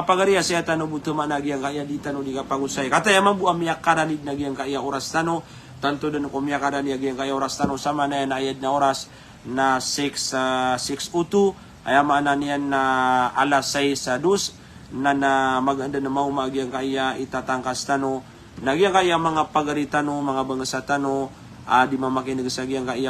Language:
Maranao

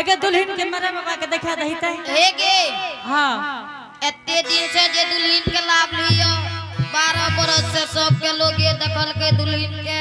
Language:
Angika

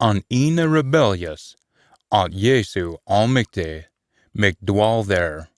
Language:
Scots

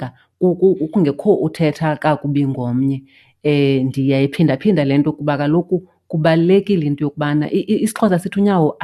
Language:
Xhosa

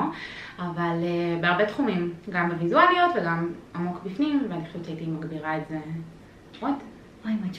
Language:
Hebrew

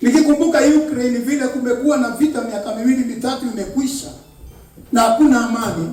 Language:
Swahili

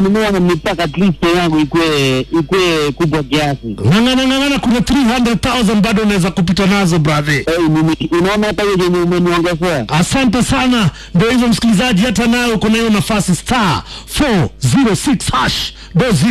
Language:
Swahili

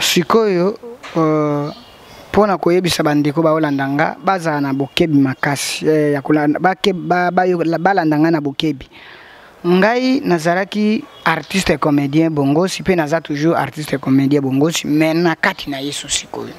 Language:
Lingala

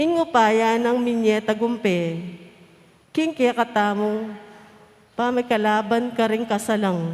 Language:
Pampanga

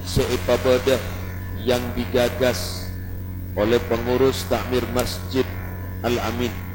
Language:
Madurese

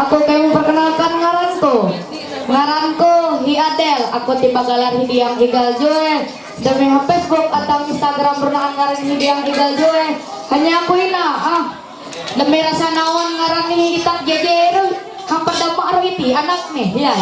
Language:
Ma'anyan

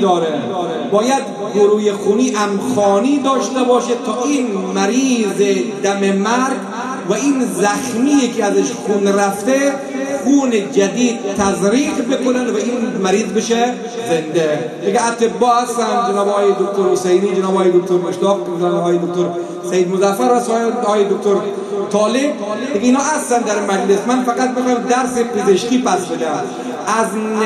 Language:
Persian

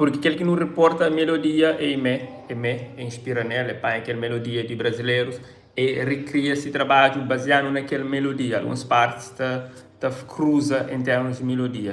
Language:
Kabuverdianu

